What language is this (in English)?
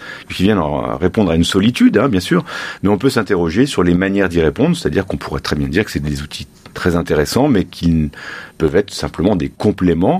French